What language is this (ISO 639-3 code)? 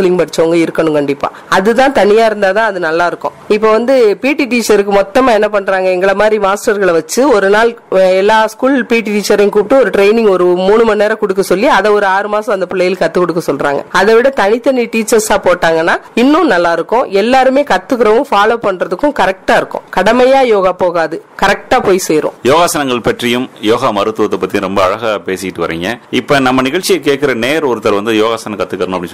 tam